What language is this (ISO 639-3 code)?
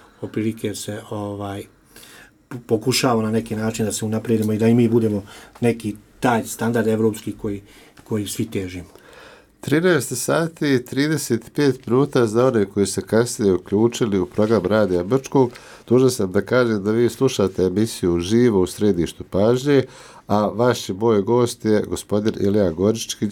hrv